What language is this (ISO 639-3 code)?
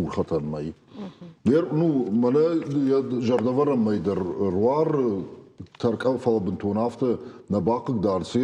oss